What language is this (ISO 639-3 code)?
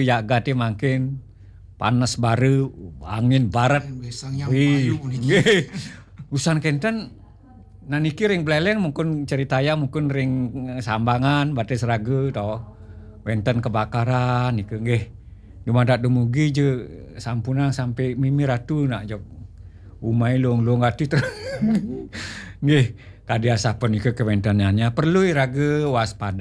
ban